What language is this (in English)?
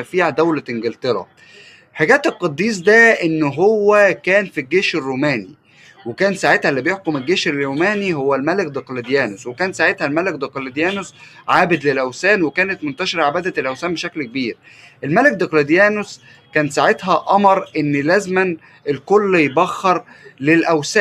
Egyptian Arabic